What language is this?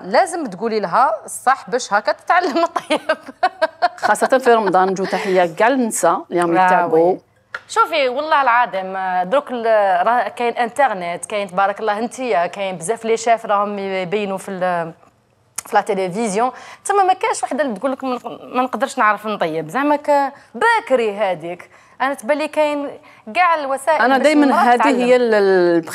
Algerian Arabic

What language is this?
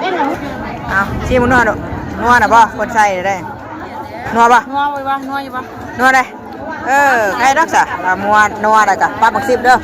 Northeastern Thai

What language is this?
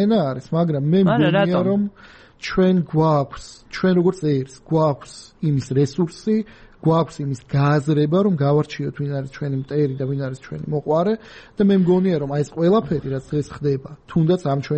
Georgian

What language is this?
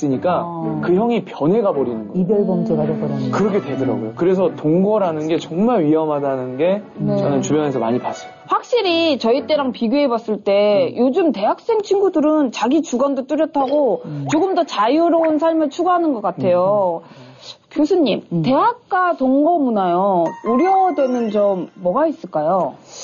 Korean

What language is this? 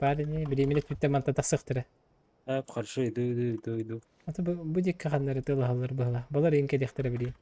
Yakut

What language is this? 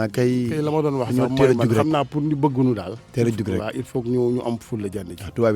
Wolof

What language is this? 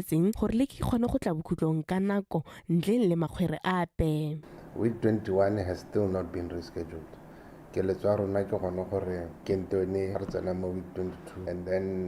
Tswana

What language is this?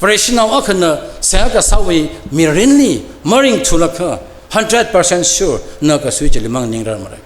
Tangkhul Naga (India)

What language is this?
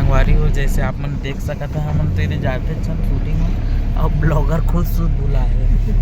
Chhattisgarhi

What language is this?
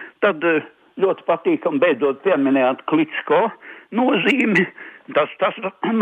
Latvian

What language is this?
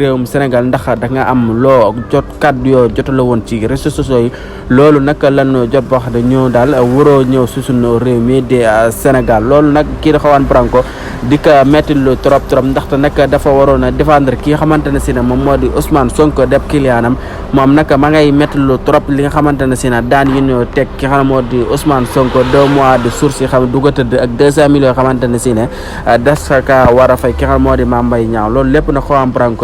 Wolof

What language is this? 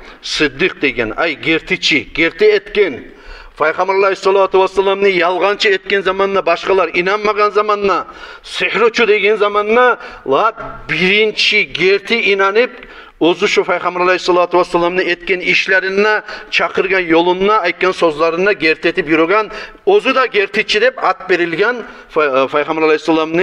Kumyk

